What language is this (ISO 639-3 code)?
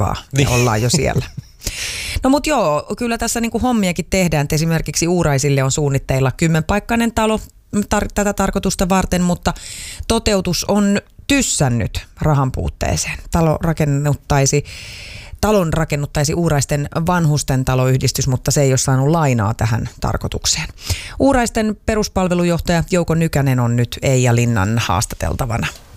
fin